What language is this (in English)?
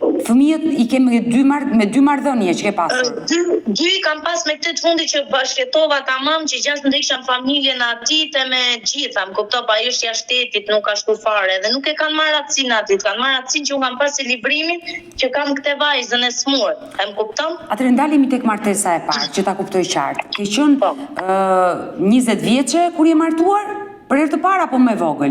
Albanian